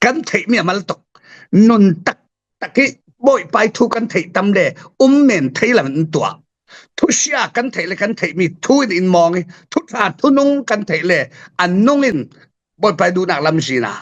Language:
Falam Chin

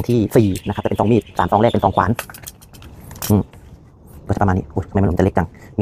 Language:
Thai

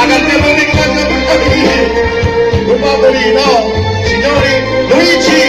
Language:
Neapolitan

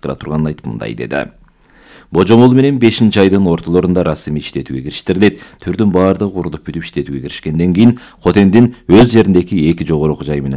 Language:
Kyrgyz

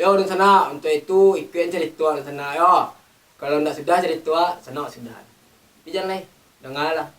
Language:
Minangkabau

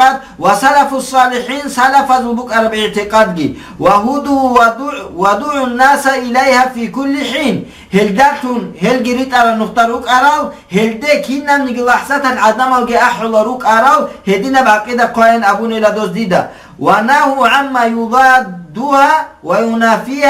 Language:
Avaric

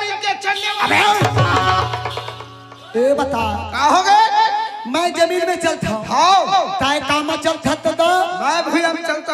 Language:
Chhattisgarhi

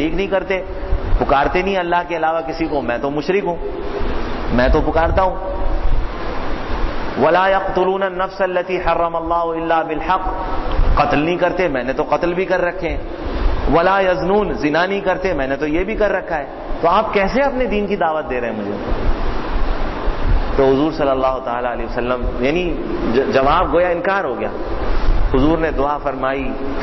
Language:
Urdu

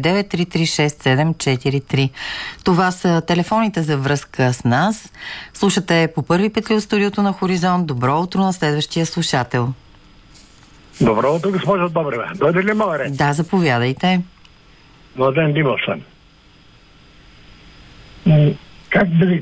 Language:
Bulgarian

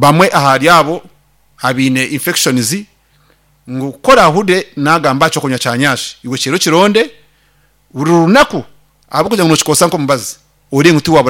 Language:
Nyankole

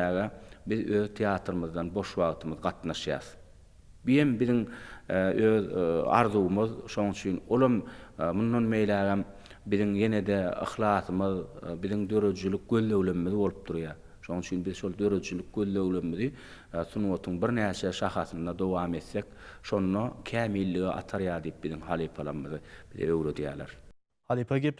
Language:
Turkmen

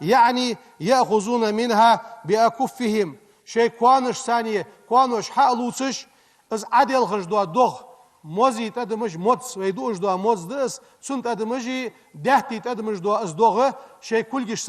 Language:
Ingush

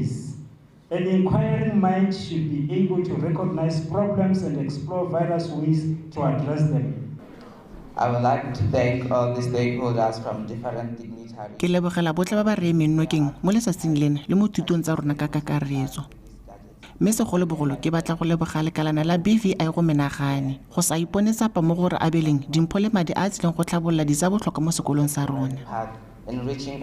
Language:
Tswana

